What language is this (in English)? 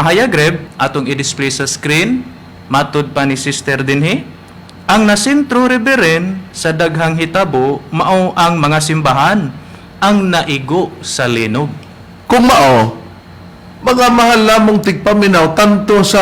Cebuano